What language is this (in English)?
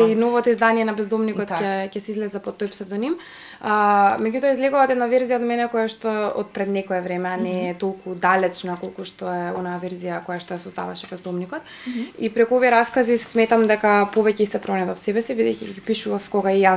Macedonian